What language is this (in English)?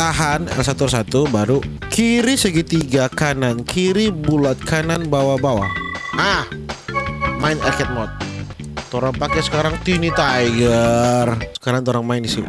Manado Malay